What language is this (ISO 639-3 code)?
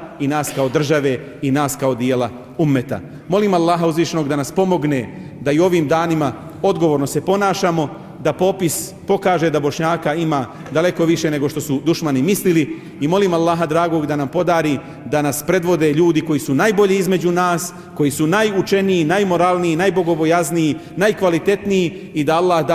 bos